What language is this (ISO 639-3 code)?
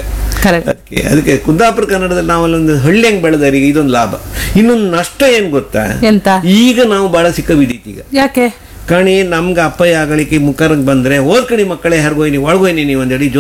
kan